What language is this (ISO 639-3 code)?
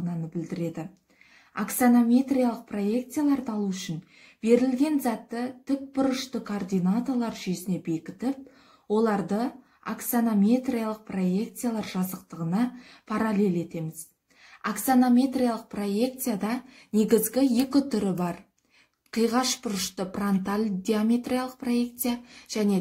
kaz